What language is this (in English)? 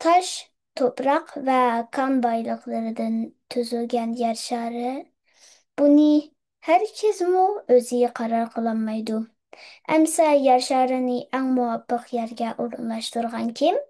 Uyghur